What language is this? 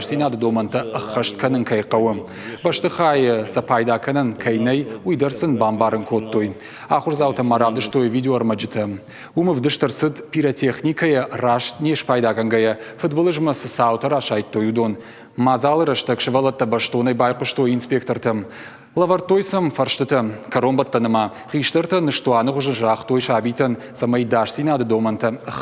Ossetic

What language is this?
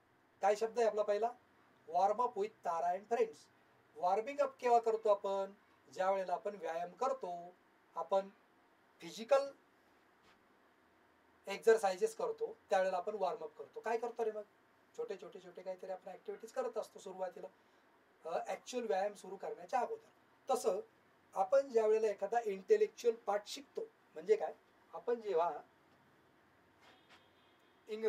Marathi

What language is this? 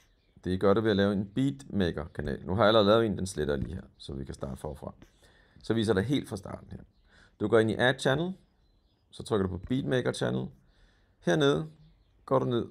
Danish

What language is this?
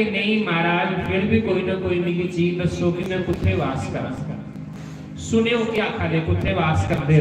Dogri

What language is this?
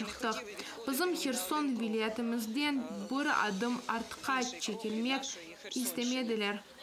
Crimean Tatar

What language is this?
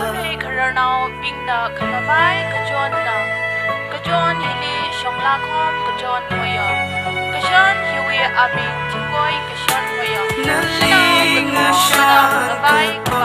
Tangkhul Naga (India)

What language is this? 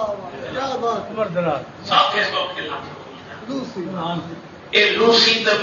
Saraiki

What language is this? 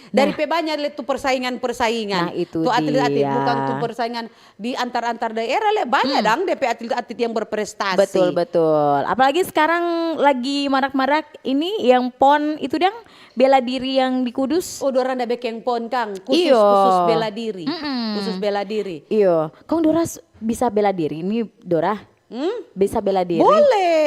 Manado Malay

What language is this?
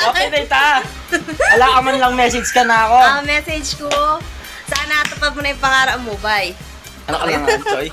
Pampanga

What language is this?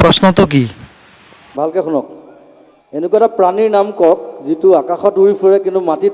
Assamese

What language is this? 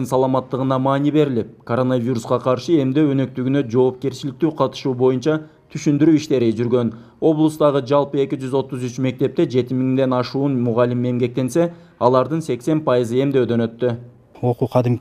Kyrgyz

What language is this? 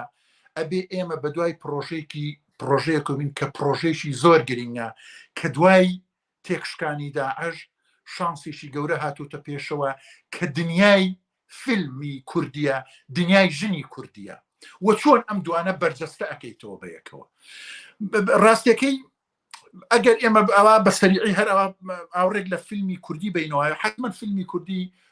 Central Kurdish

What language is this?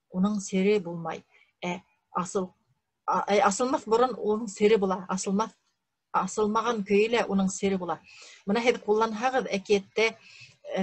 Bashkir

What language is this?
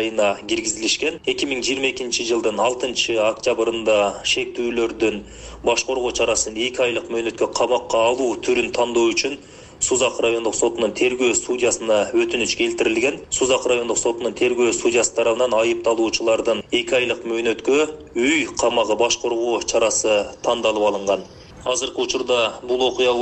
Kyrgyz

